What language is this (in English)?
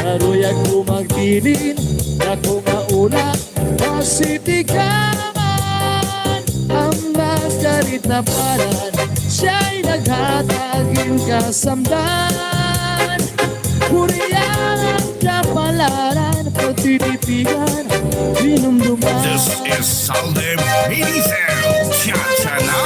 Waray